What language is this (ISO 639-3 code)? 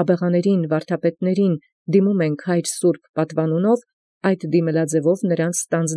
hye